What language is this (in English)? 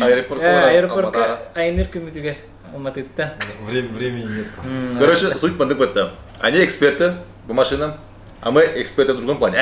Yakut